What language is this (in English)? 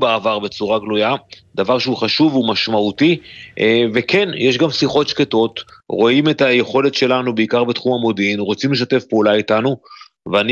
Hebrew